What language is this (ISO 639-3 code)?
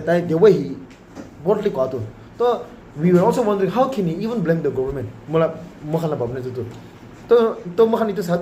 nag